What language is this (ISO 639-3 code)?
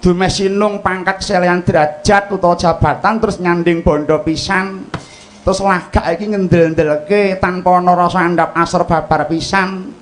jav